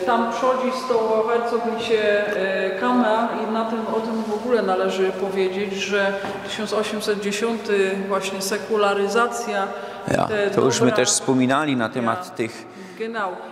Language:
Silesian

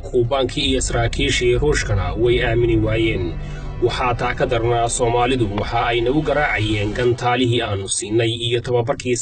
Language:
Somali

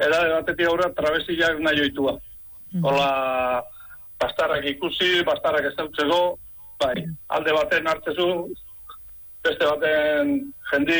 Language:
Basque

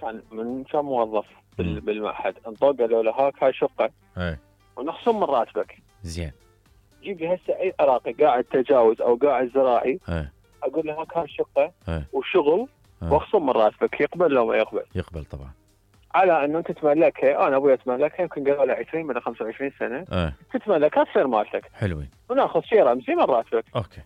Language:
Mesopotamian Arabic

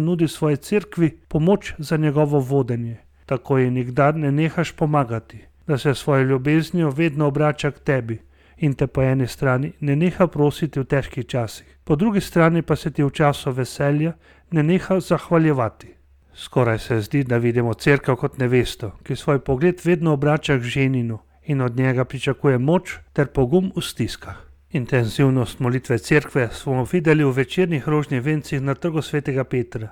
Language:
Slovenian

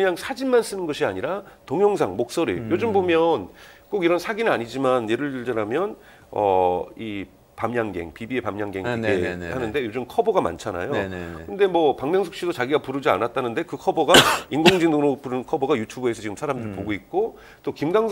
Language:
Korean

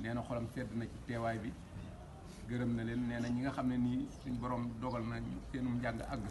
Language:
Wolof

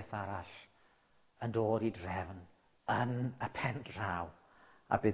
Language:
Welsh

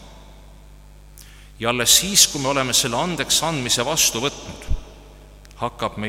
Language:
Estonian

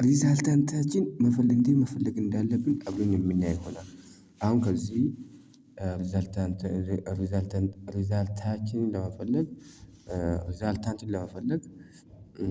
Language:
Amharic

